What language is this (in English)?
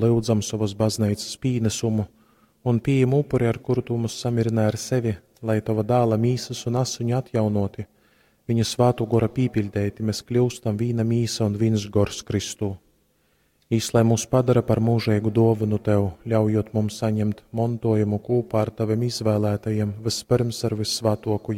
Latgalian